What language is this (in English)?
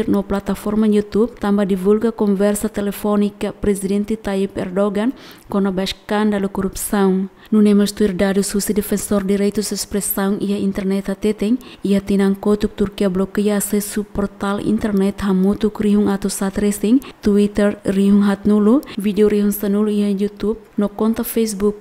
Tetum